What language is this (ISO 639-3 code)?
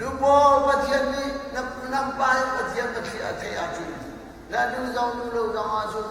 cnh